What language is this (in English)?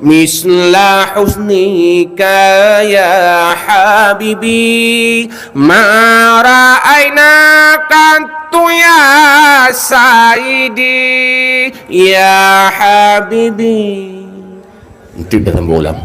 Achinese